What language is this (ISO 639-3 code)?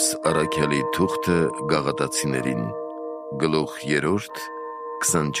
hye